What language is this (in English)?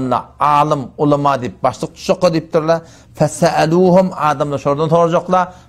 Turkmen